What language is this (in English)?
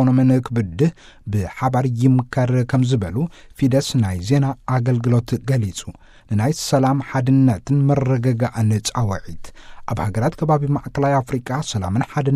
Tigrinya